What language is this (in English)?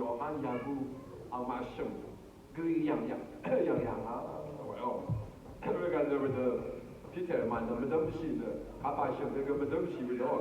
Rawang